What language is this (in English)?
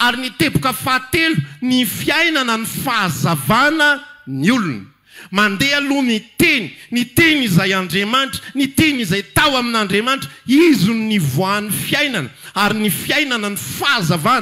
Malagasy